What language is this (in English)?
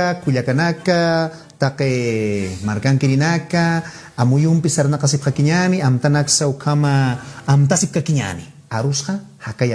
Aymara